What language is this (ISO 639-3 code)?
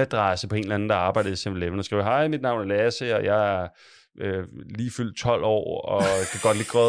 dan